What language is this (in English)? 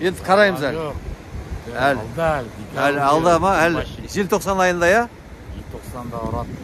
Kazakh